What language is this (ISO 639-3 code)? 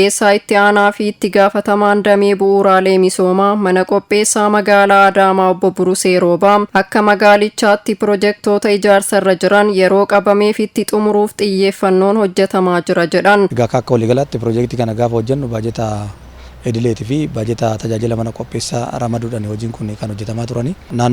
orm